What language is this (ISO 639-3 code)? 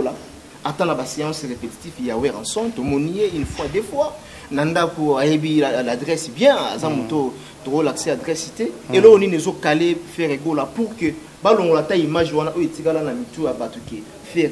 lin